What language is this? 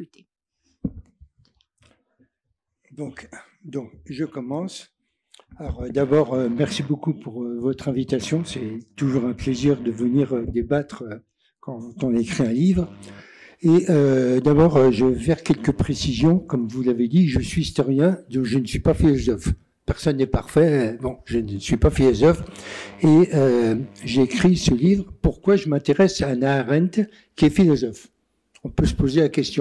French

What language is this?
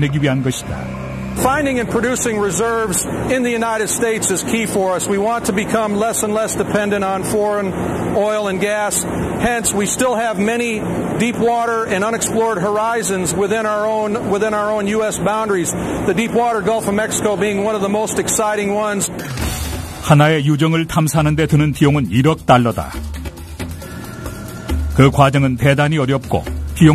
Korean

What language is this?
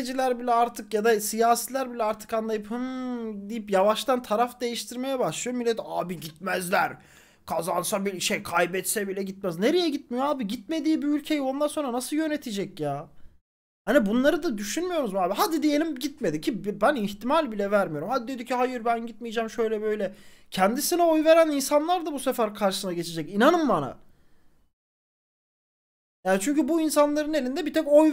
Turkish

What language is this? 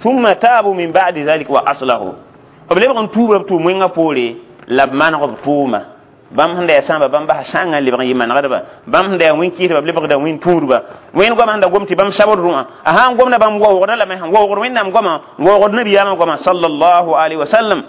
Mossi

